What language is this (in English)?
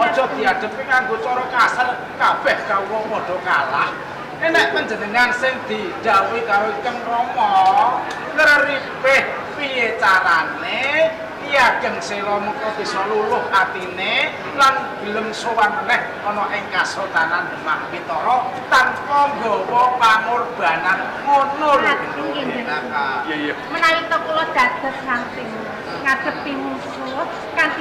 Javanese